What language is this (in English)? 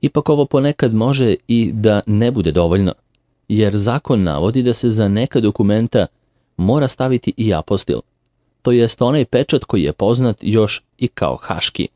Serbian